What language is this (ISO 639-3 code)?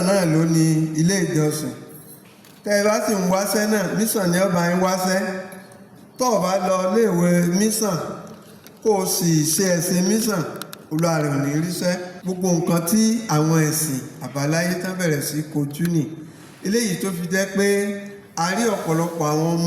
yor